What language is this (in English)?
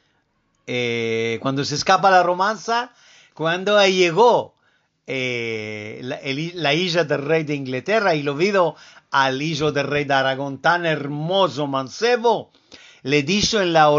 Ladino